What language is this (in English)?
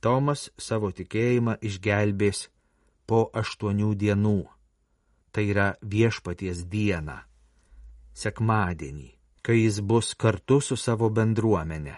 Lithuanian